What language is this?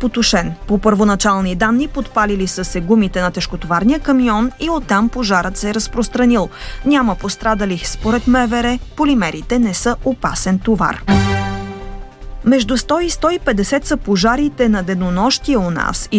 Bulgarian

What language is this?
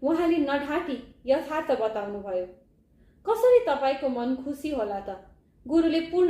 Nepali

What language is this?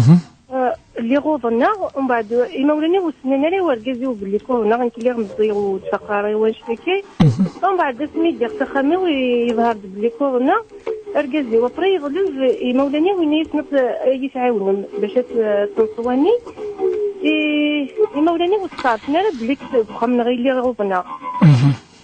Kabyle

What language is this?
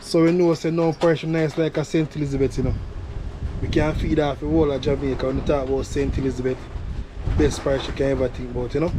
Jamaican Creole English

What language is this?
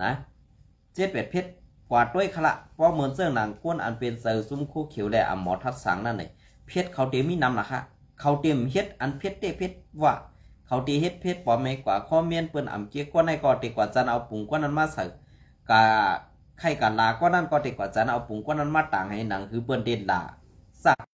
Shan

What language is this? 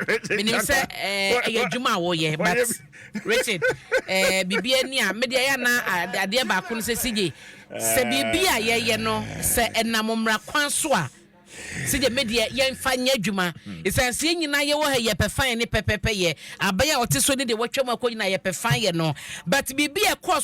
Akan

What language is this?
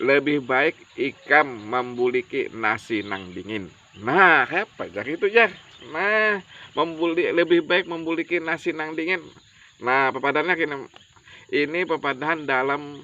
Banjar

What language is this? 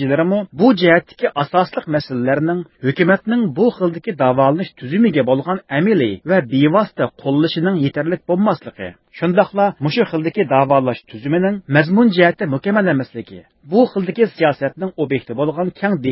Uyghur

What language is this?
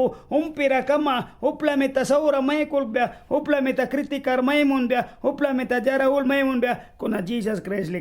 Mískito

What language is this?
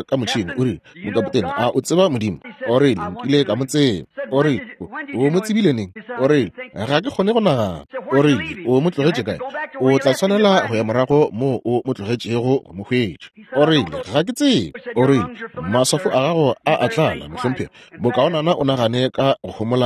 Northern Sotho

